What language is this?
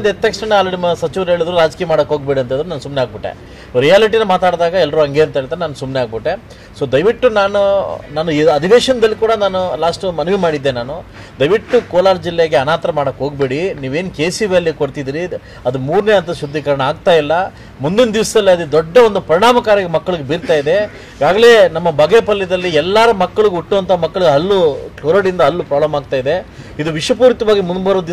Kannada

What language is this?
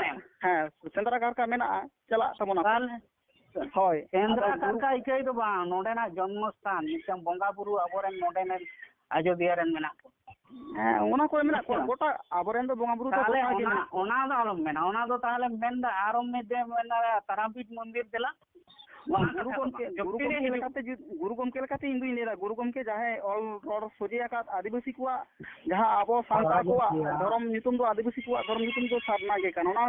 Santali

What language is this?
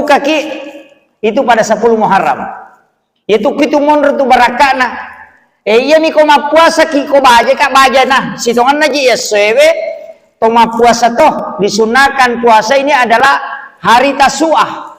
Buginese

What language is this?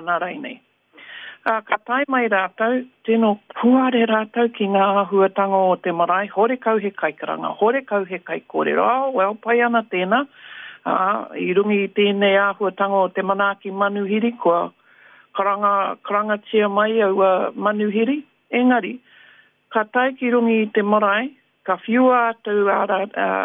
Māori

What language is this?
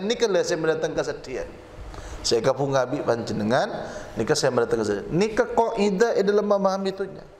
Madurese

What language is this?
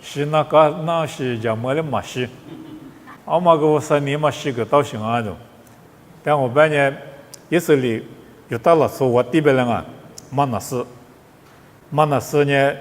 Lisu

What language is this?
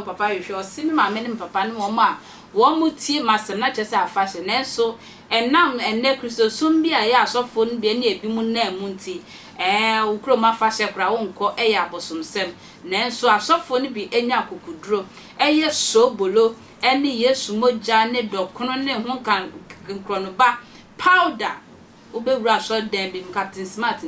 Akan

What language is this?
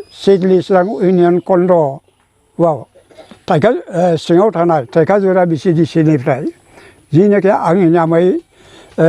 Bodo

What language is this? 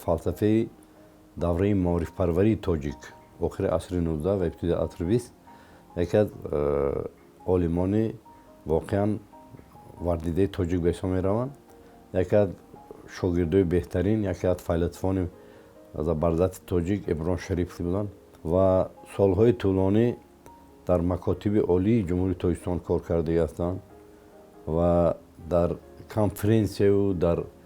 Tajik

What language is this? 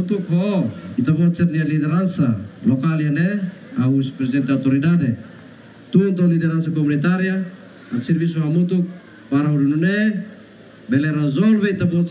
Tetum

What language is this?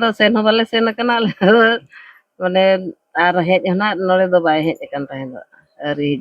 Santali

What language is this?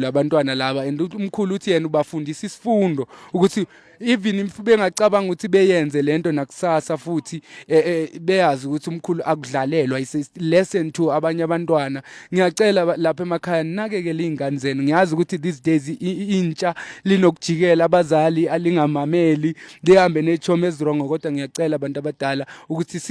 Zulu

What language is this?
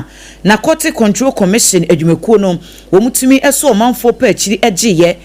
Akan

